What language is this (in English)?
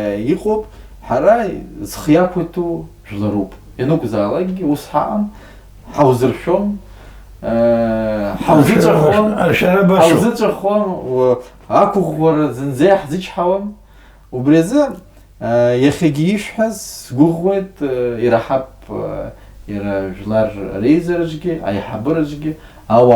Abkhazian